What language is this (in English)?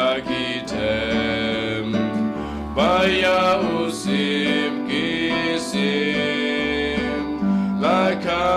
Khasi